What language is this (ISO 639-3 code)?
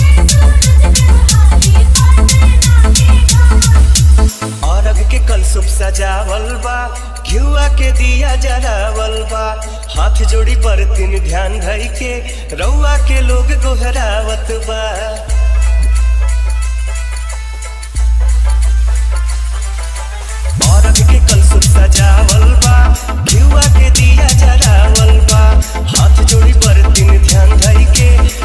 bho